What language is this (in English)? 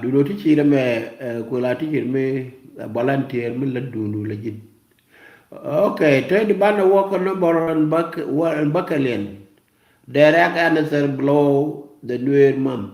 Nuer